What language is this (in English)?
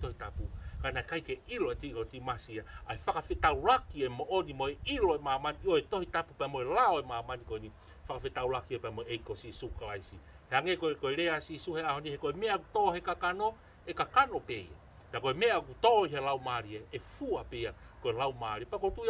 Tongan